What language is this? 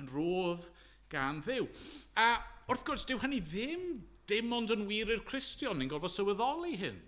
Welsh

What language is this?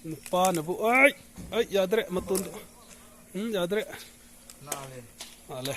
Manipuri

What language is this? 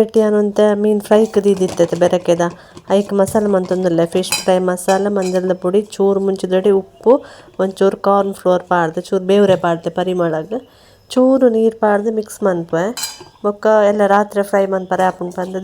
Tulu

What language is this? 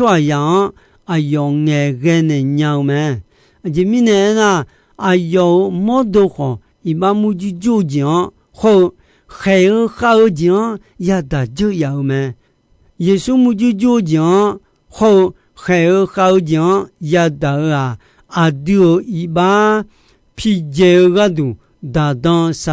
Akha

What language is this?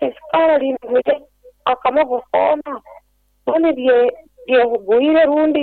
Nyankole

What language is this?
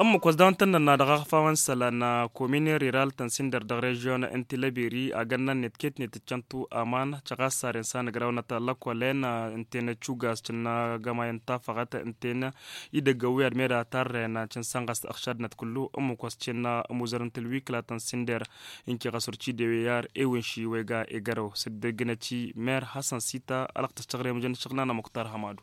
Tamasheq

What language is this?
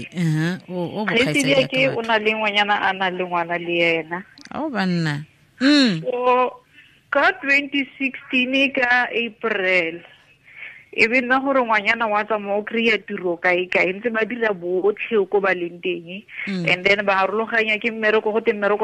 Tswana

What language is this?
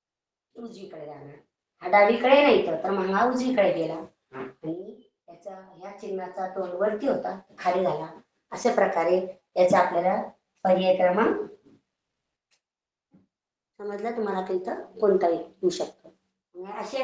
Marathi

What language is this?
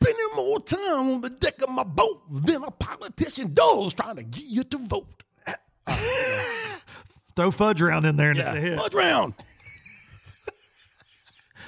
English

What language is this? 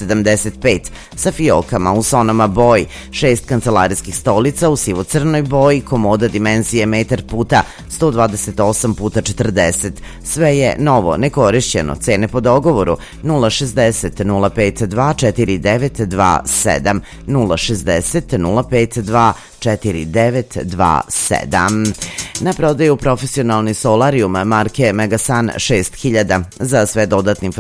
Serbian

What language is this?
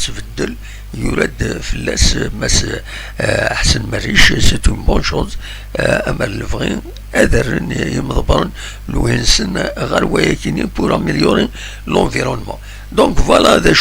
Kabyle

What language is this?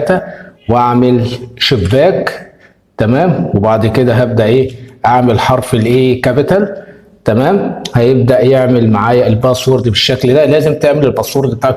Egyptian Arabic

